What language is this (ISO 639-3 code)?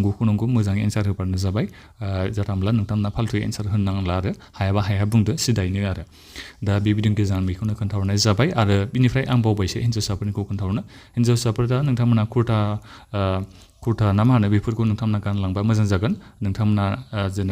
brx